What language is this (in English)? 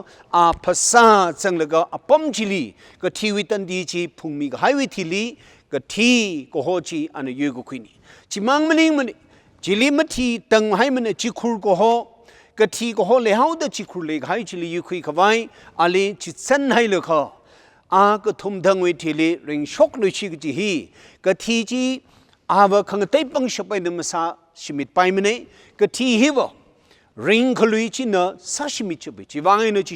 Tangkhul Naga (India)